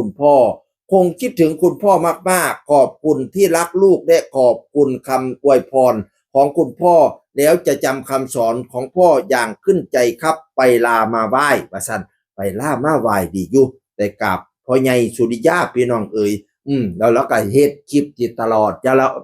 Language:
Northeastern Thai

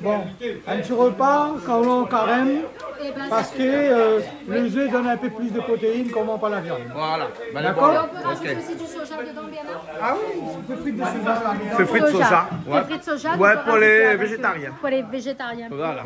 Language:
Réunion Creole French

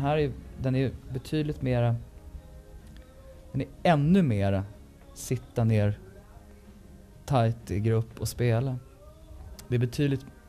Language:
Swedish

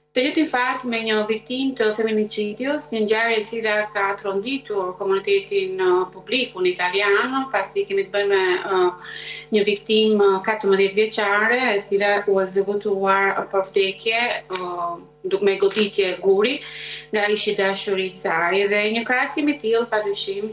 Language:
Albanian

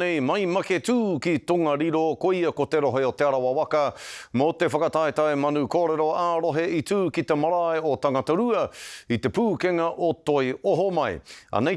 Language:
Māori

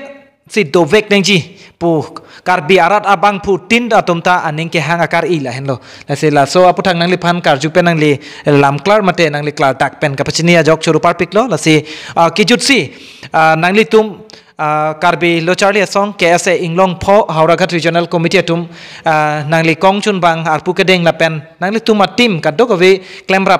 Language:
Karbi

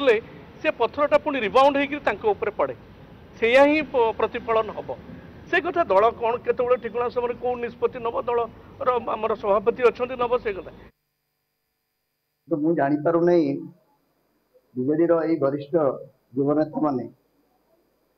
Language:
Odia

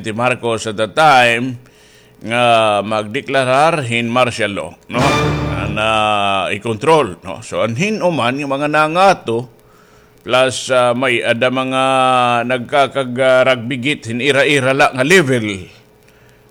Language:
Waray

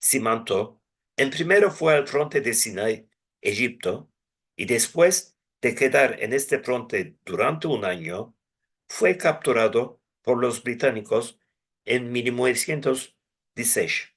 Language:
Ladino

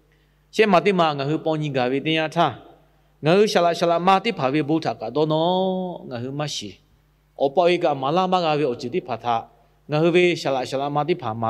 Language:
Lahu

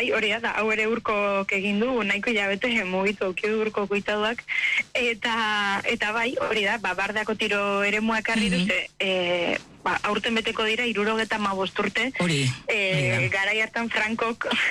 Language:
Basque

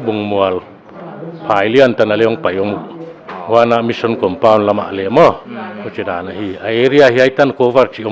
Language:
Paite Chin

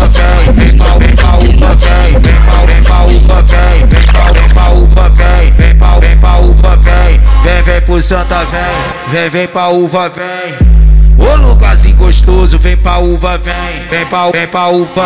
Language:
Portuguese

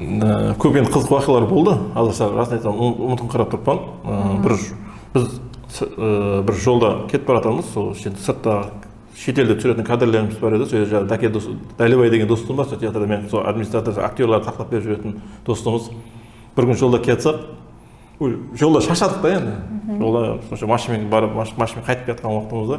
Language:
Kara-Kalpak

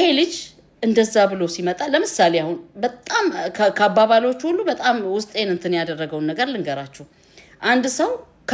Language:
Amharic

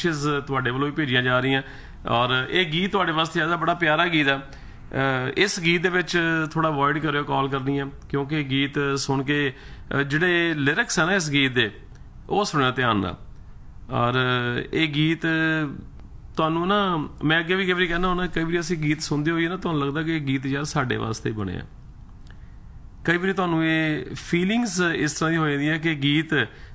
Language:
Punjabi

